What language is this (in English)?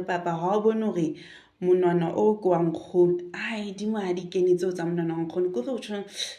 Southern Sotho